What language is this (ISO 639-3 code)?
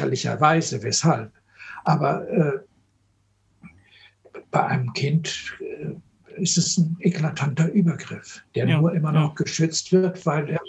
deu